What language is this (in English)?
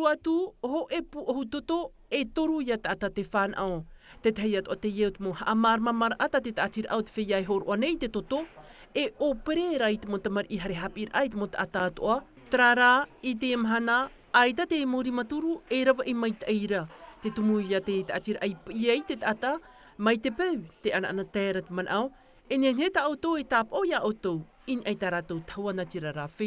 Tahitian